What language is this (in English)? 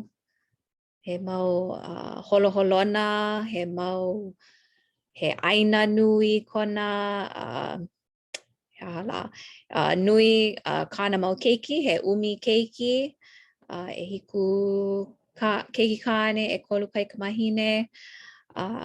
Hawaiian